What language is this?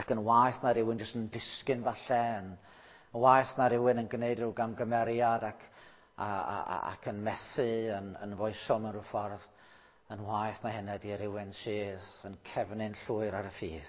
Welsh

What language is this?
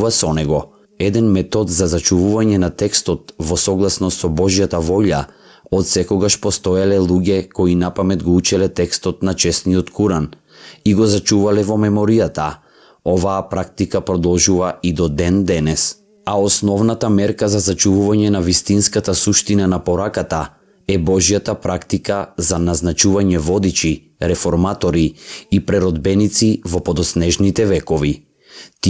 Macedonian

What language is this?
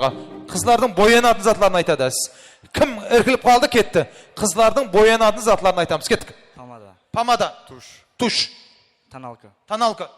Kara-Kalpak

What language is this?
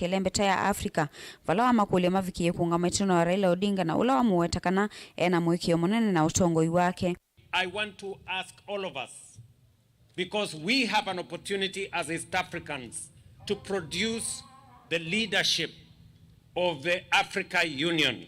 Kamba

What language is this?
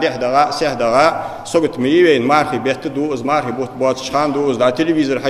Ingush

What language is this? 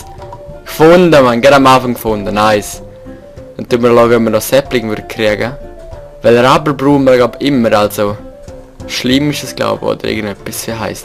Swiss German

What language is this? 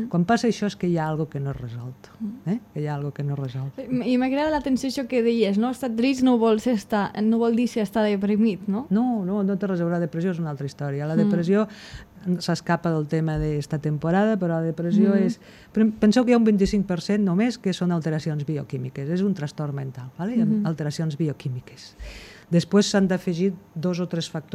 Catalan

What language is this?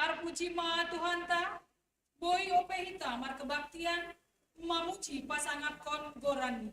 Batak Simalungun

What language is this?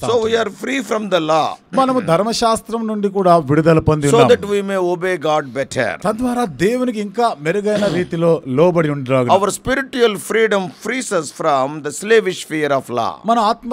Telugu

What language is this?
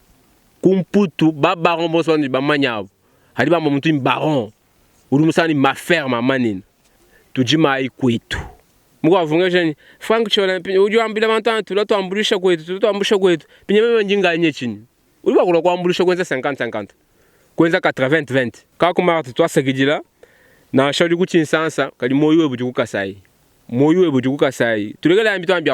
Luba-Lulua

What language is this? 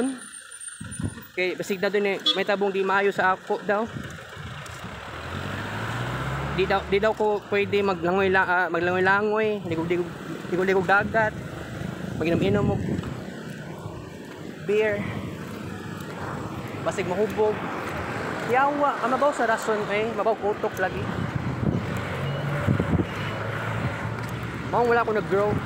Cebuano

